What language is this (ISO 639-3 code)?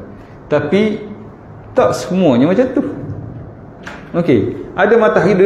msa